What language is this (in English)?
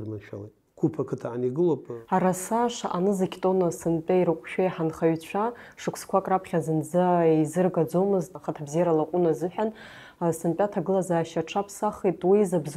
Abkhazian